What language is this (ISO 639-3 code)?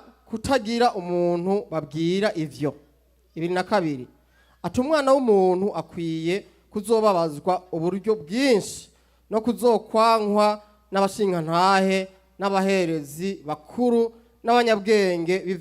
run